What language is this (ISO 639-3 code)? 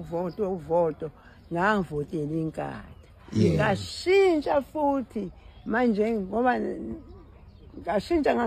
zul